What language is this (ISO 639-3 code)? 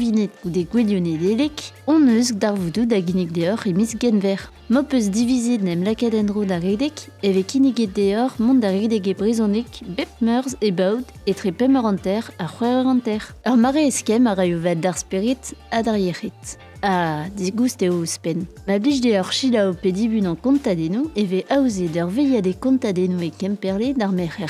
bre